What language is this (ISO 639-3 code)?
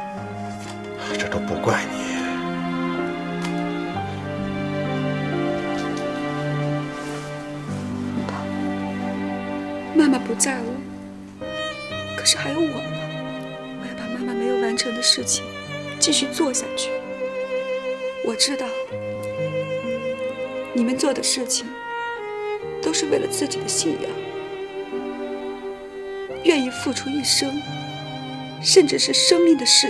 zho